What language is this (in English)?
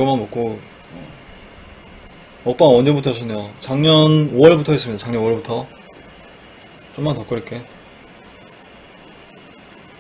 Korean